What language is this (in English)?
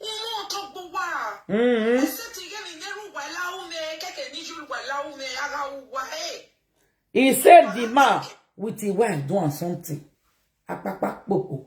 Nigerian Pidgin